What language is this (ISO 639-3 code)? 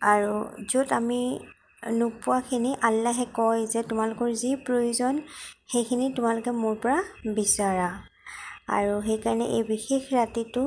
asm